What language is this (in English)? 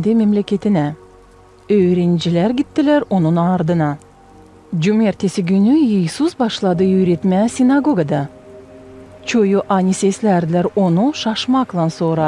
Gagauz